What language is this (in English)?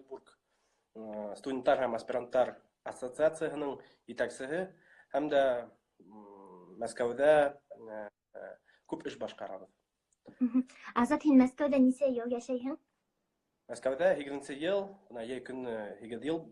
Bashkir